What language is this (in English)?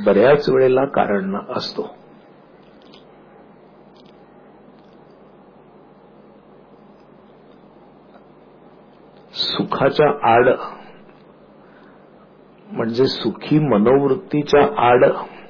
Marathi